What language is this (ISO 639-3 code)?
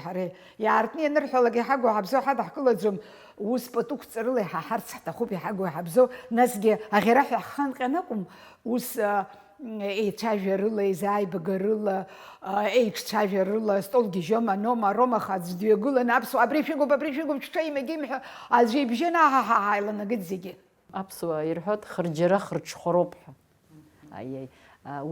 abk